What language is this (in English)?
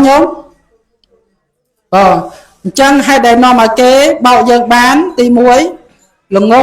Khmer